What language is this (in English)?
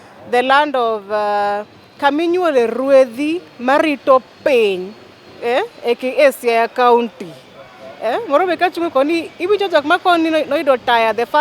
Luo (Kenya and Tanzania)